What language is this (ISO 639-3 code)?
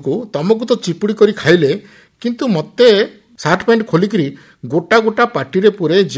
ori